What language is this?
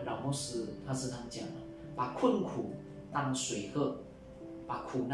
Chinese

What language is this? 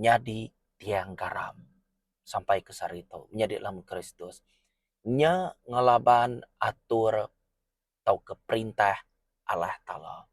Iban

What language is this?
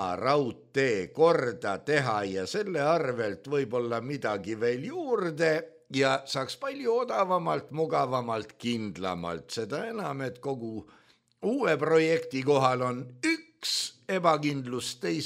Estonian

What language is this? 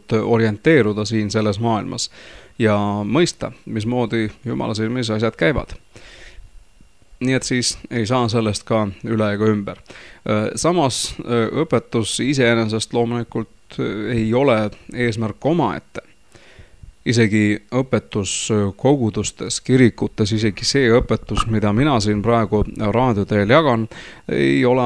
Estonian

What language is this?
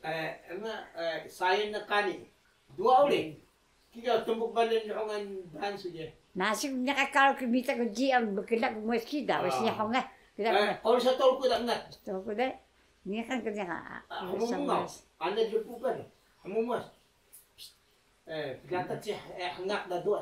Taroko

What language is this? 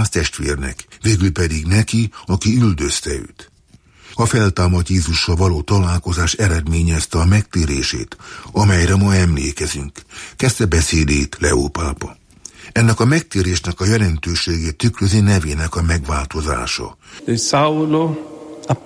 Hungarian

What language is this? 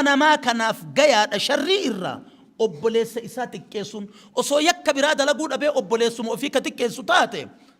Oromo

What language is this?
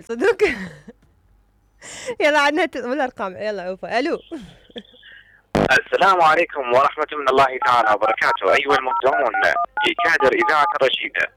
Mesopotamian Arabic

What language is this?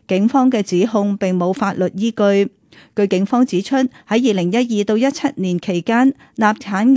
Cantonese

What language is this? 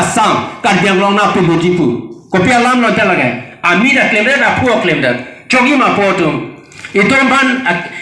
Karbi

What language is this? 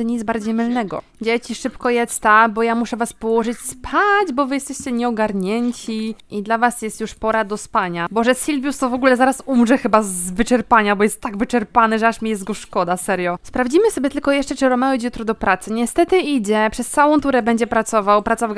Polish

